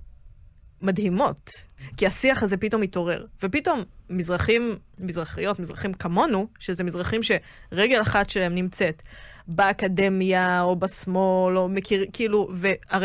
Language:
Hebrew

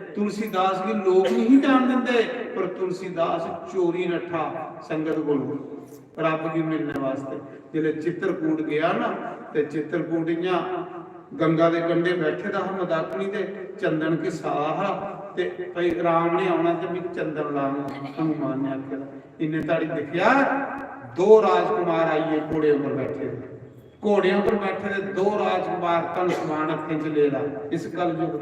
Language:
Dogri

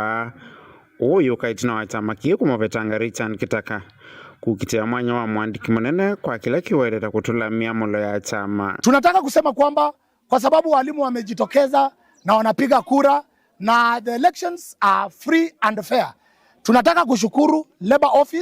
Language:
Kamba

